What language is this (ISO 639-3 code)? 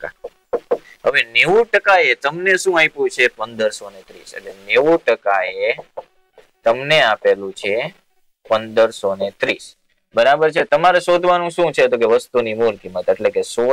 guj